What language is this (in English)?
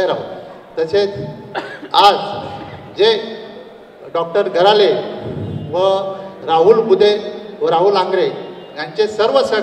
Marathi